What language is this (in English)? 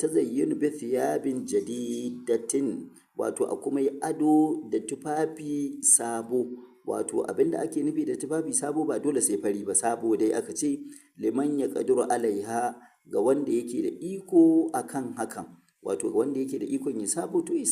Hausa